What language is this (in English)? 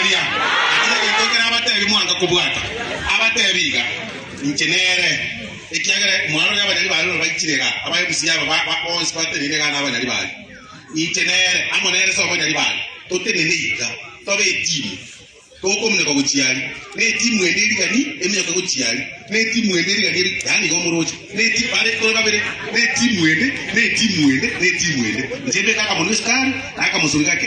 Gusii